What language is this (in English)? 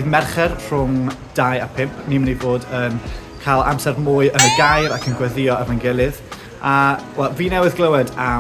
Welsh